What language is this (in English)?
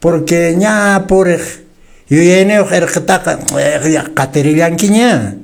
Quechua